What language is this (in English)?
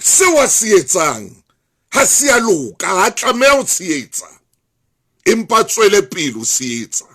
Southern Sotho